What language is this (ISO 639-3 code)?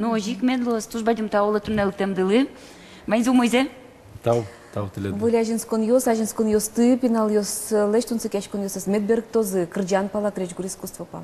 udm